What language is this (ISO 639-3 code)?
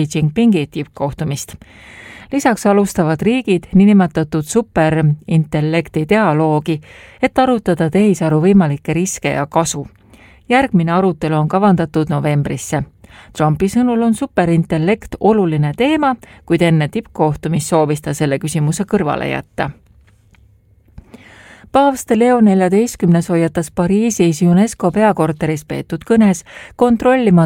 est